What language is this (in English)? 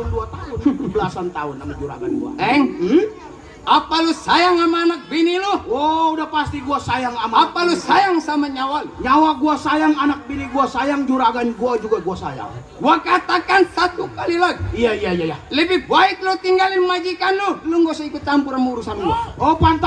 Betawi